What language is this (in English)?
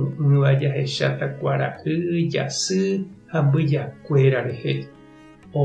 Guarani